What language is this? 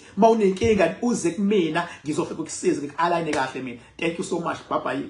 Zulu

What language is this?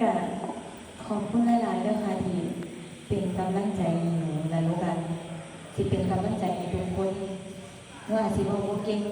Northeastern Thai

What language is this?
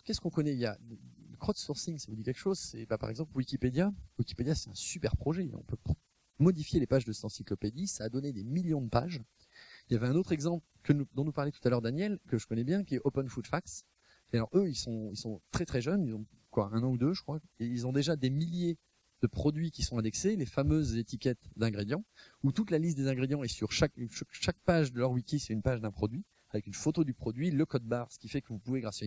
French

